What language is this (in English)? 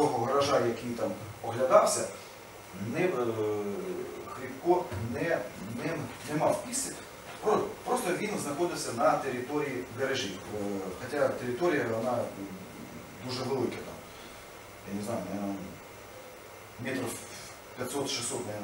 Ukrainian